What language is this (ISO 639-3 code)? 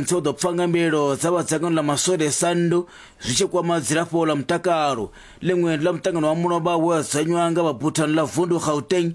ven